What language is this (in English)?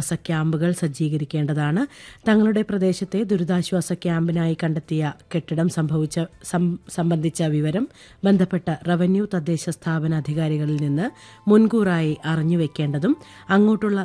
Malayalam